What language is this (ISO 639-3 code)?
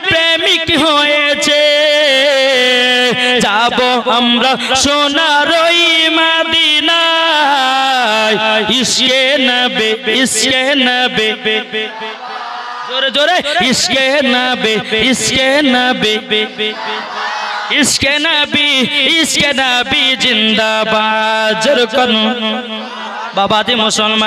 ben